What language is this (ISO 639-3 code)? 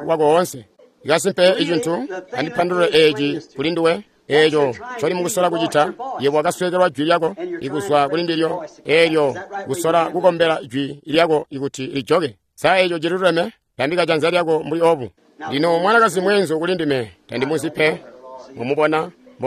toi